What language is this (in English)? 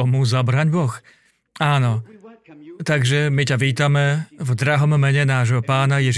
Slovak